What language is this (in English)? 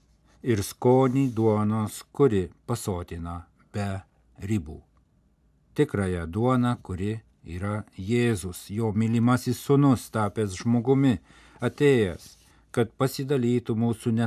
Lithuanian